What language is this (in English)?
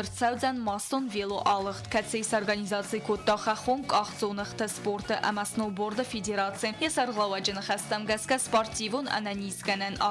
Ossetic